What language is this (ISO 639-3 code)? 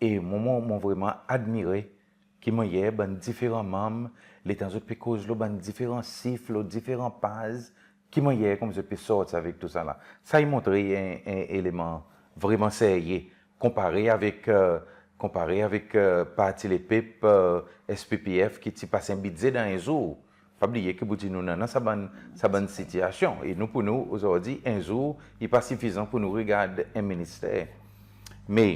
crs